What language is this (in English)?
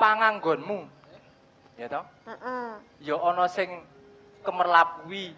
Javanese